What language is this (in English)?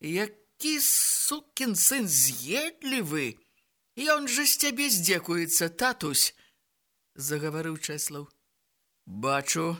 Belarusian